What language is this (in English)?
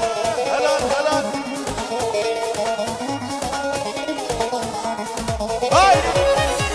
Turkish